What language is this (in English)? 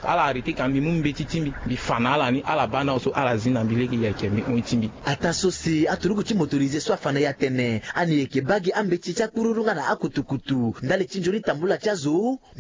Sango